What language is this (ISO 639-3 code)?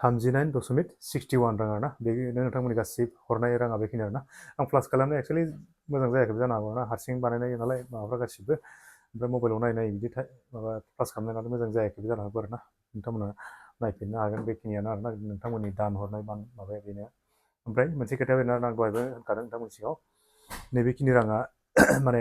brx